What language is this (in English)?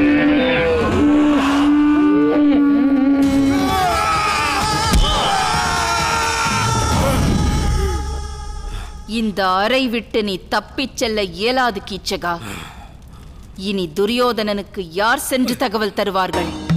Tamil